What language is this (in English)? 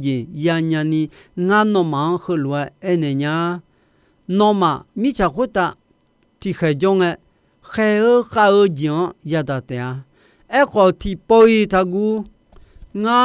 Akha